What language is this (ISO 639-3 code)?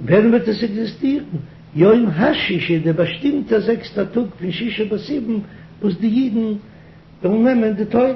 yid